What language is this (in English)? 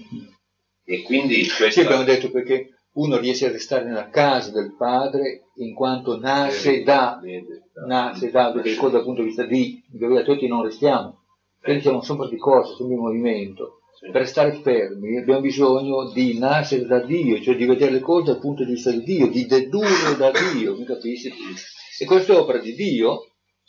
Italian